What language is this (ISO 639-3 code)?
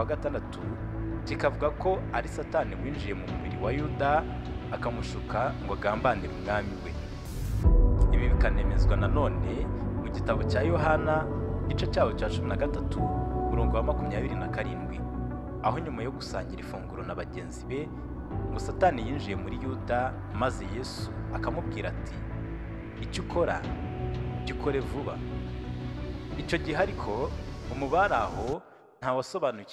kin